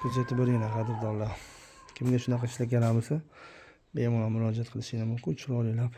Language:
Uzbek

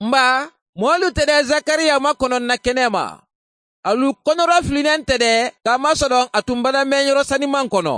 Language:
Mandingo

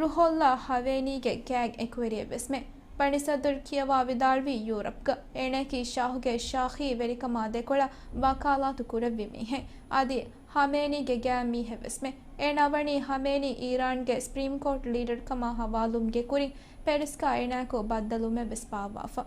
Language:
Divehi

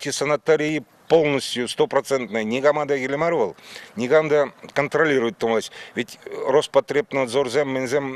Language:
Chuvash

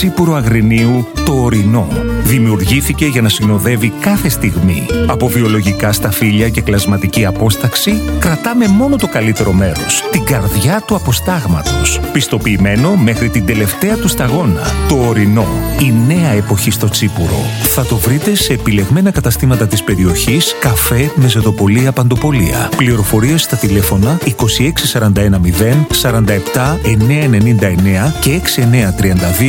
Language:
Greek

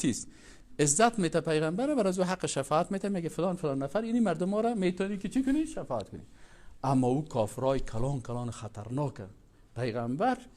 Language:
Persian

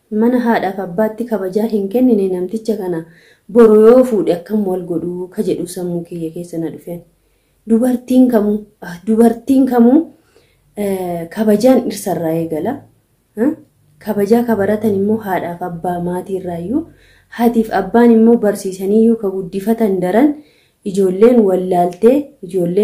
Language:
Oromo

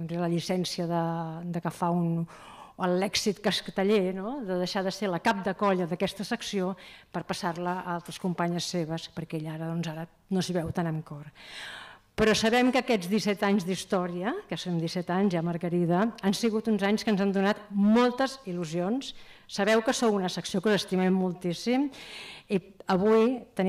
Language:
Catalan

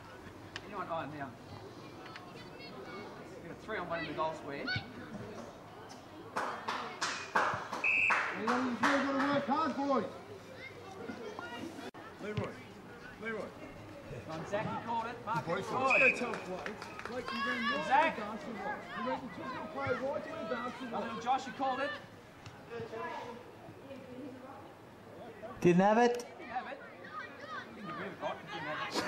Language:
English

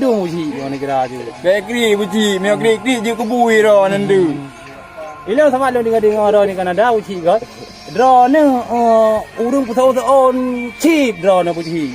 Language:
Achinese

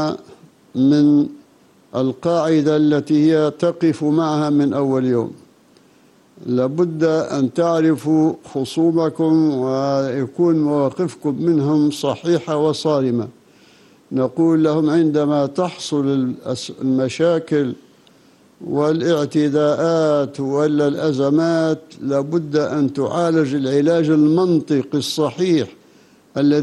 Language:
Arabic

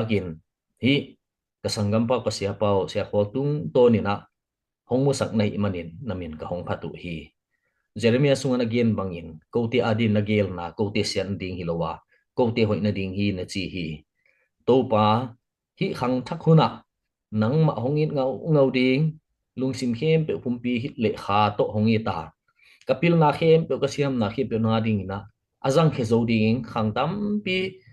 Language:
Tedim Chin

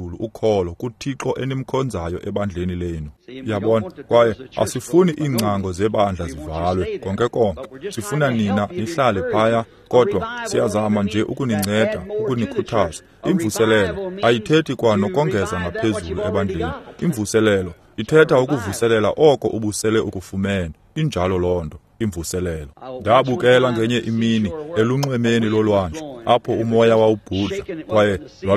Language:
Xhosa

